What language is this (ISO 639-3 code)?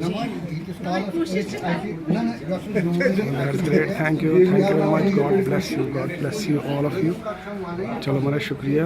kas